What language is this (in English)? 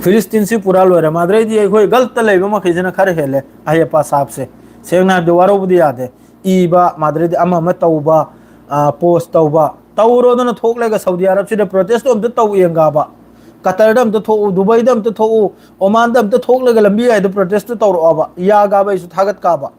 Manipuri